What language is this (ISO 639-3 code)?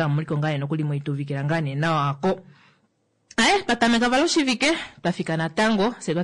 kua